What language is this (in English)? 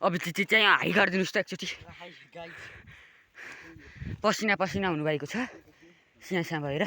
Nepali